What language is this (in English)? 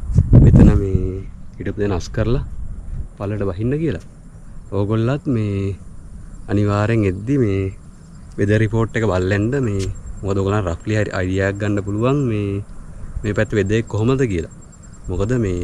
Sinhala